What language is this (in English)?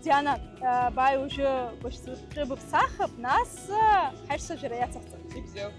Abkhazian